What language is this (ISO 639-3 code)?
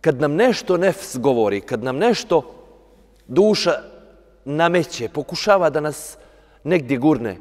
bos